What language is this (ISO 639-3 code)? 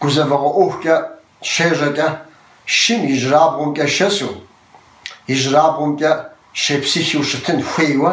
kbd